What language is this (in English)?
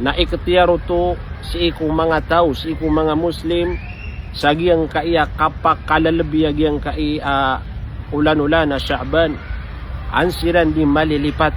Maranao